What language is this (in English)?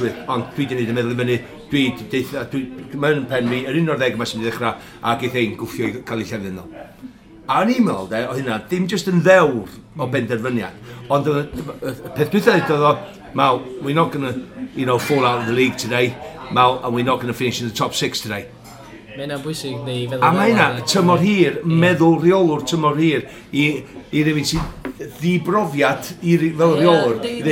Welsh